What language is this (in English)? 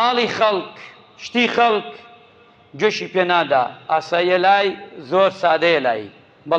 Central Kurdish